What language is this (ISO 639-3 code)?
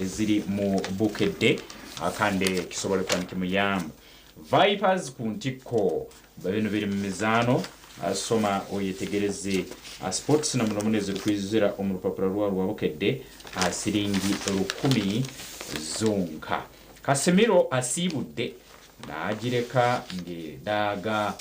nyn